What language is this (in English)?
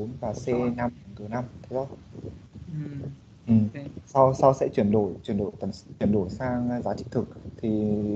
Vietnamese